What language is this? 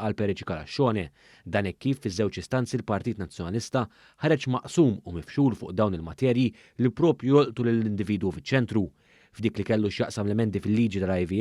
Maltese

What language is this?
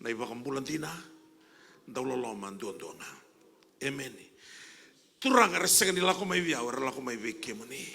Fijian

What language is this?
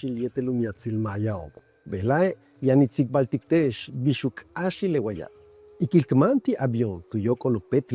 Yucateco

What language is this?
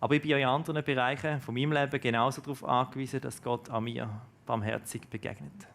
Swiss German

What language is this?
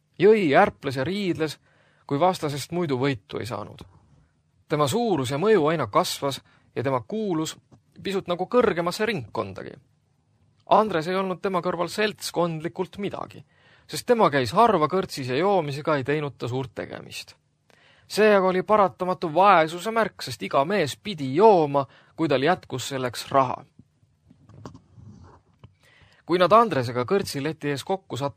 Estonian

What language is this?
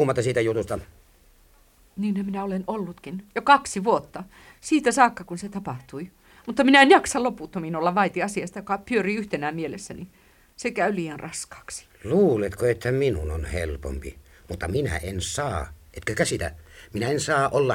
Finnish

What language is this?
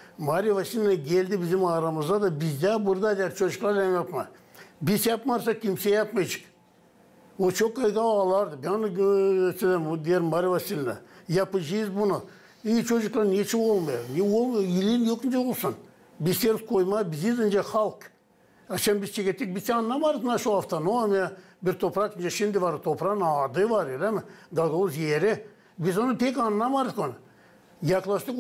Gagauz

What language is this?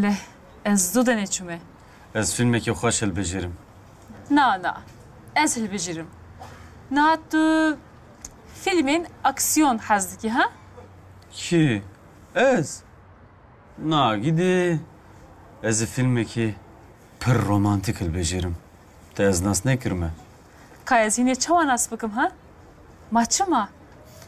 Kurdish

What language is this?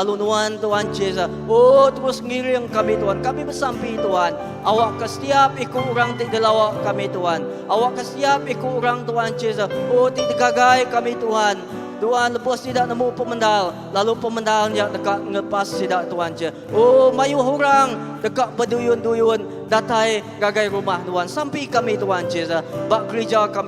Iban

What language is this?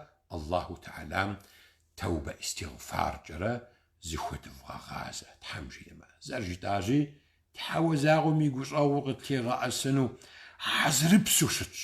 Kabardian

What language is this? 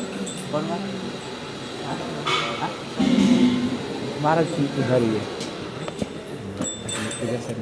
Hindi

